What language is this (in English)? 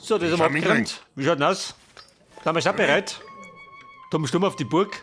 Bavarian